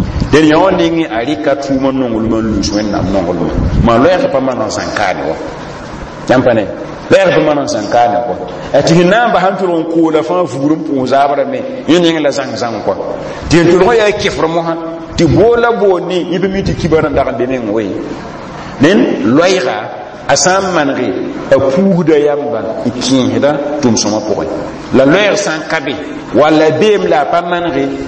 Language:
Mossi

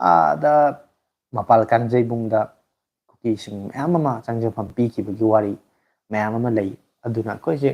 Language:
Manipuri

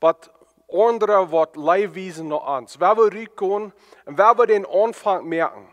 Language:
Plautdietsch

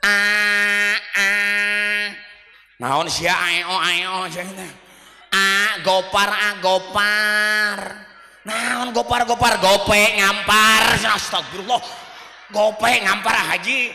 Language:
Sundanese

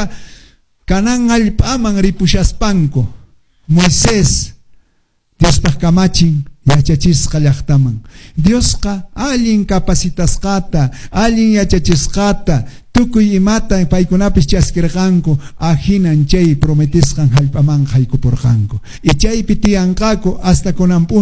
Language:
Quechua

